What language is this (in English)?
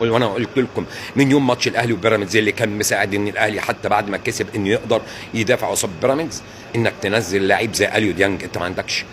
Egyptian Arabic